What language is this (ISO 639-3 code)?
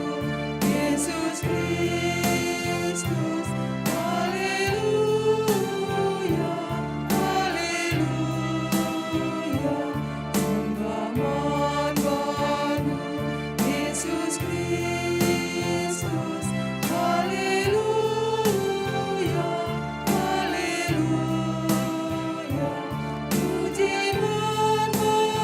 btx